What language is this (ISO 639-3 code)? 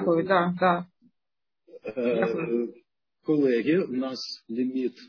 ukr